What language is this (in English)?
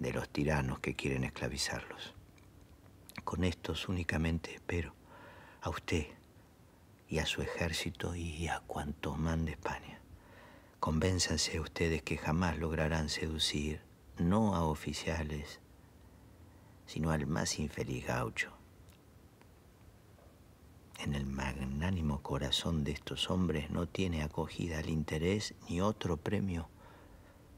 Spanish